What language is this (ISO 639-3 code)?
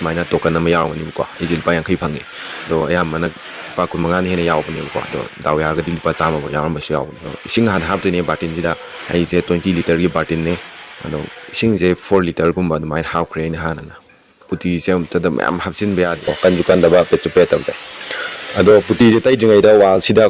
mni